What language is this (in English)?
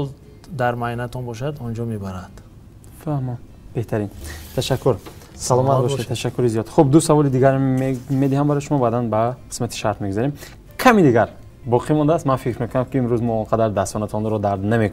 Tajik